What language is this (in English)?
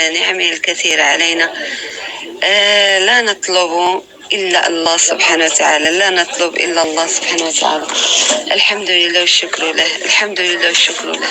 North Levantine Arabic